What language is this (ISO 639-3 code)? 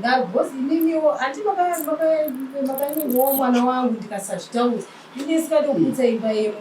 sna